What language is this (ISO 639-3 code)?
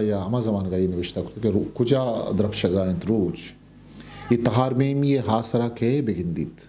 bgp